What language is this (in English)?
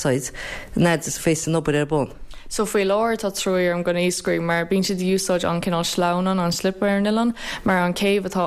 Irish